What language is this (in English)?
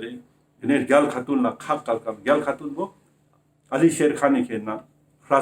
Ladakhi